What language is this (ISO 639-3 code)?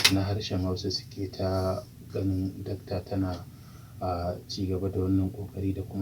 hau